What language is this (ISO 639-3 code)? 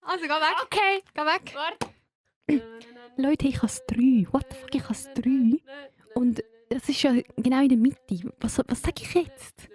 gsw